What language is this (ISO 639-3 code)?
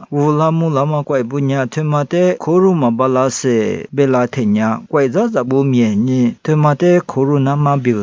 lis